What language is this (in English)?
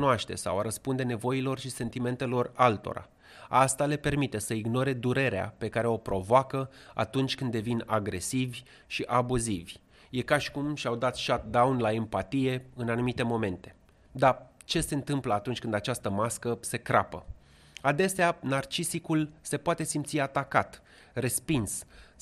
Romanian